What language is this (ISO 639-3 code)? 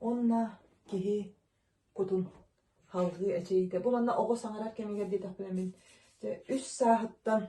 sah